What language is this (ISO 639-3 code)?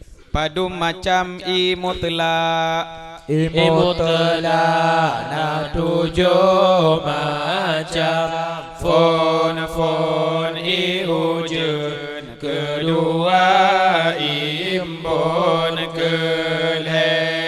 ace